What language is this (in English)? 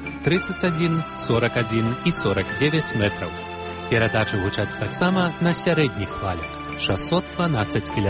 Belarusian